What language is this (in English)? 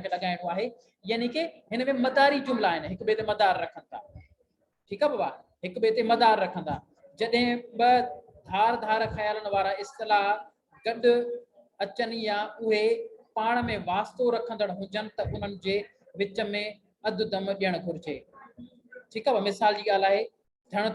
Sindhi